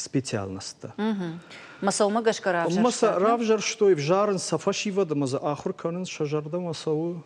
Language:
Ossetic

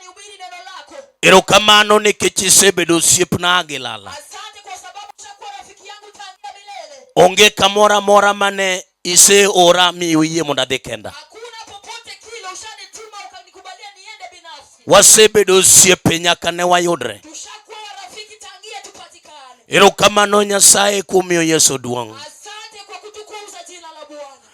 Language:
Luo (Kenya and Tanzania)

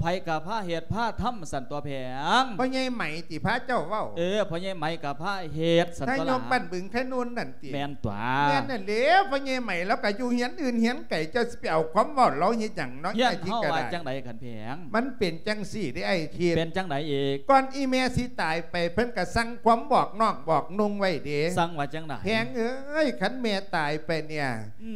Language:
Lao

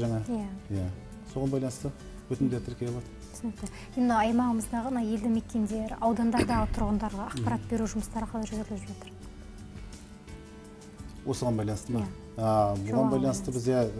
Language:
Kazakh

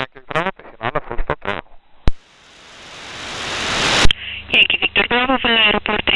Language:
Romanian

